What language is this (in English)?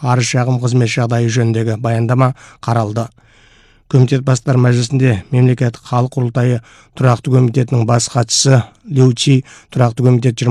Kazakh